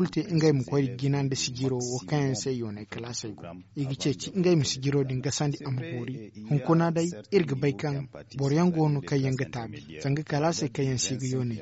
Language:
Zarma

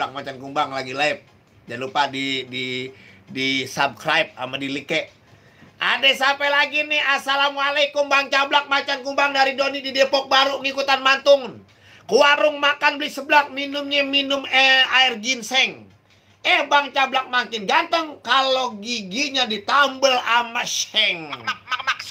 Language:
Betawi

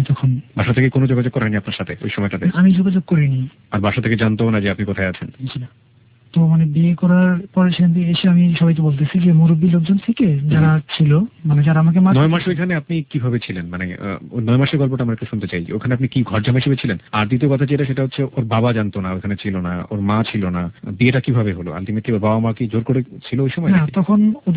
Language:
Bangla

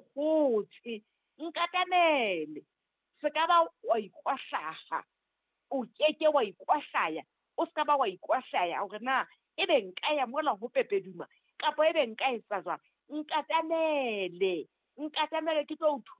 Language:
Southern Sotho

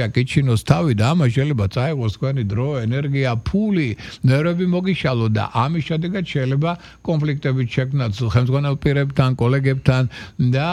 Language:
Georgian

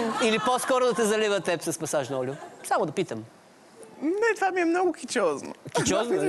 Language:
Bulgarian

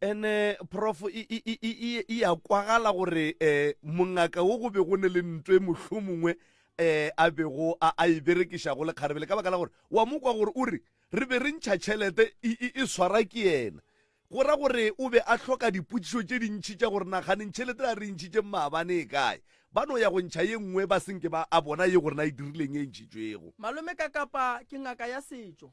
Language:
Northern Sotho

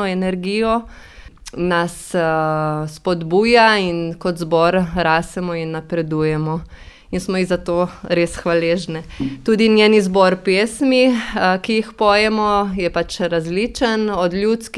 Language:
Slovenian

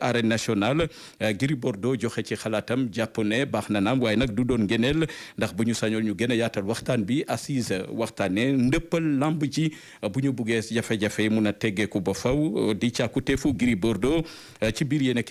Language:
Wolof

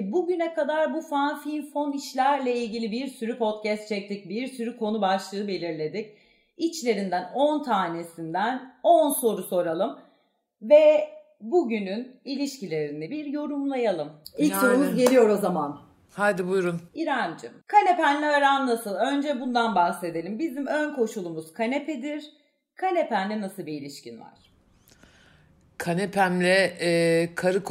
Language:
Turkish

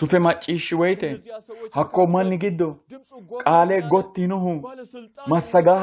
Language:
Sidamo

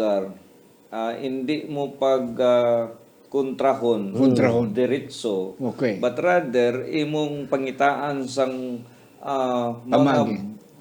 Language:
Hiligaynon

